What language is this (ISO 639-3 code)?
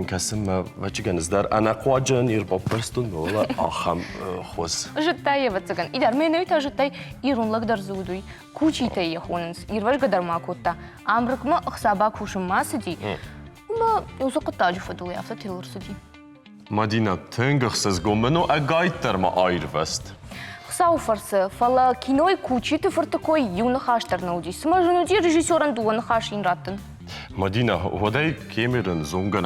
oss